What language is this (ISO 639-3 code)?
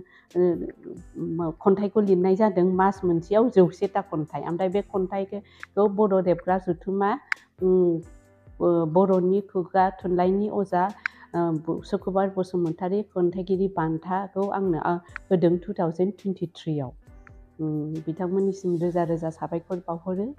brx